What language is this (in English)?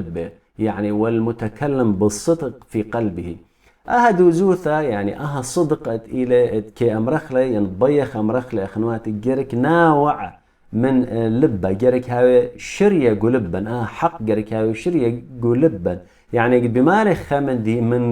Assyrian Neo-Aramaic